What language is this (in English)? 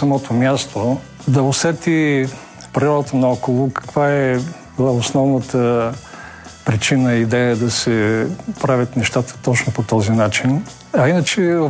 Bulgarian